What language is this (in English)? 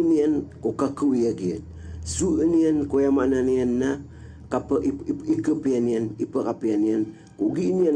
Maranao